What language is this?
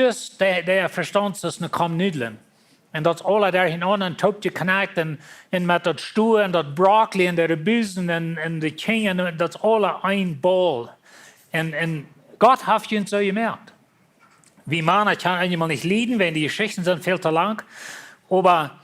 Plautdietsch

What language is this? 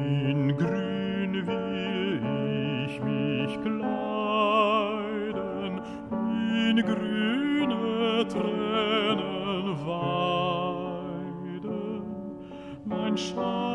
German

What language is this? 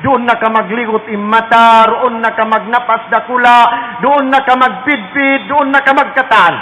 Tausug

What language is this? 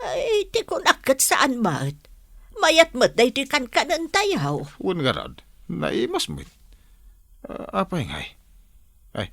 Iloko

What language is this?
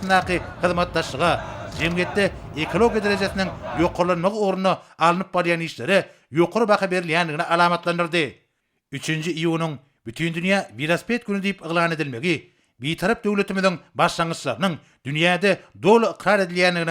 Turkmen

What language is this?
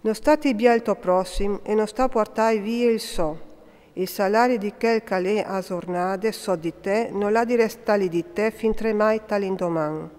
Friulian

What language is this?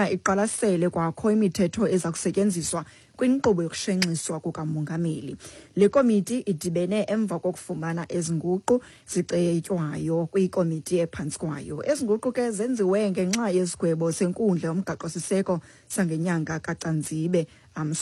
Xhosa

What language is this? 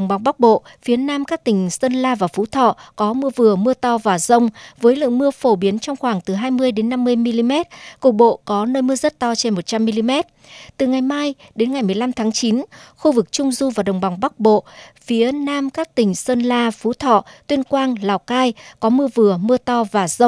Vietnamese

